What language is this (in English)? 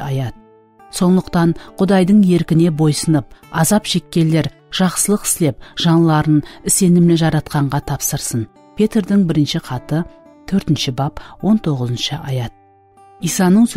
Kara-Kalpak